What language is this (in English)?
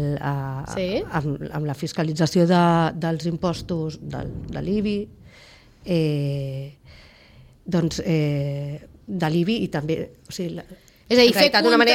Catalan